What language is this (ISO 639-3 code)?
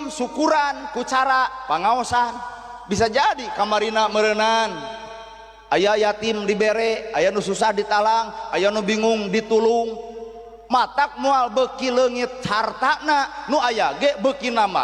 sun